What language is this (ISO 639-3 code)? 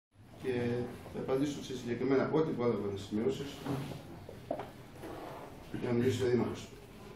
ell